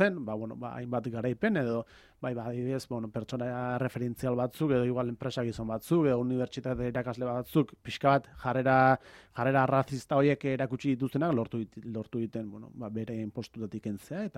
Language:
Basque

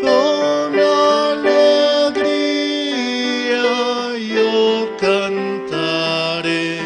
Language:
Aymara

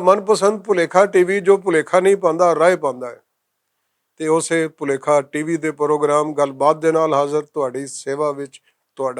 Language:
Western Panjabi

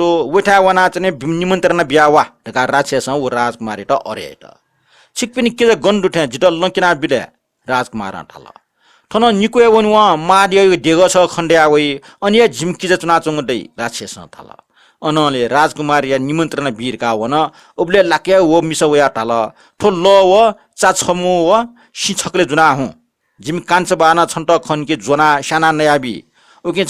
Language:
Newari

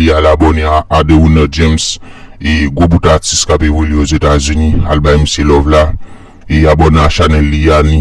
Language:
Haitian Creole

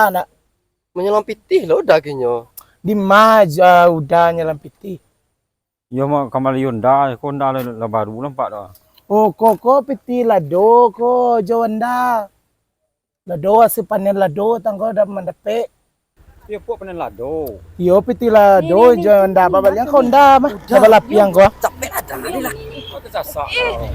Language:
Minangkabau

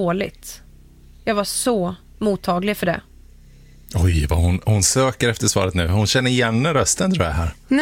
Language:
Swedish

